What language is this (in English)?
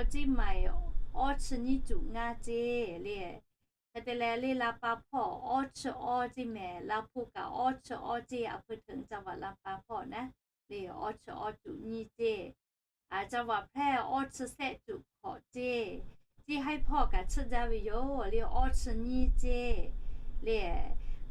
Lahu